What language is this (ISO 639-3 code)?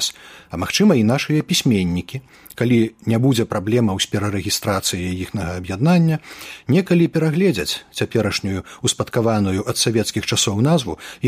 bel